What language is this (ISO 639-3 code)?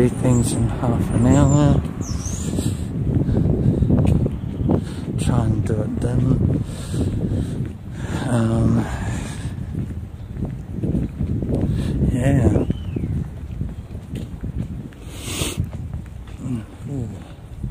eng